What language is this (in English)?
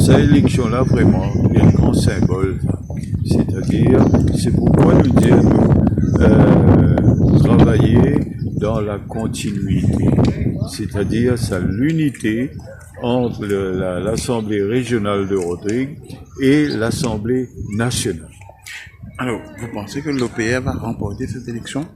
Morisyen